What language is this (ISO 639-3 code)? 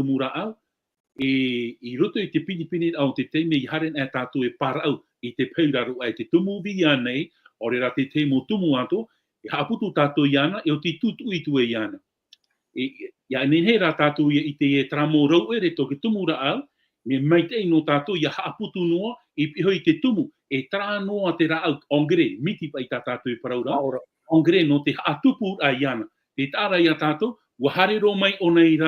tah